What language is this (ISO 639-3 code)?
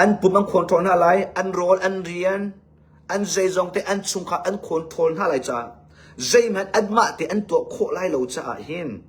cnh